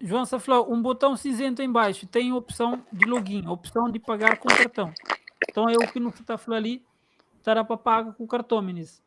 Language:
Kabuverdianu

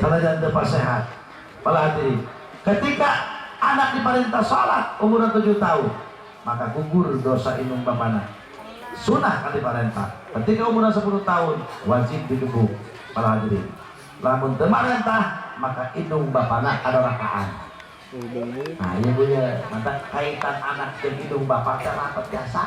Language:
Sundanese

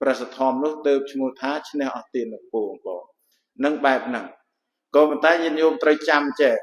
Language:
Khmer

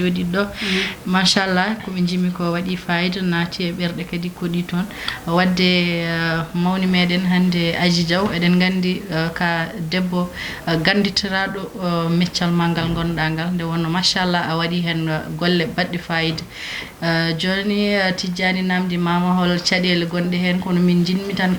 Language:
Fula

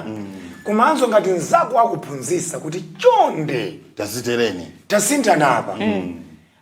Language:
Nyanja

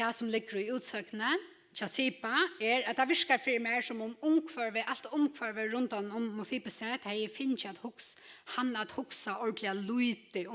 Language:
Faroese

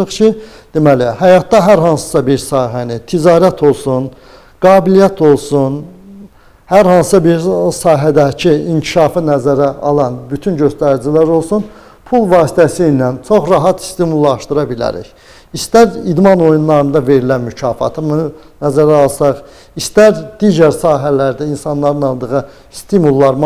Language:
Azerbaijani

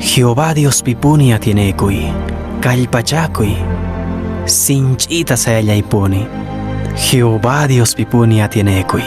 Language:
Quechua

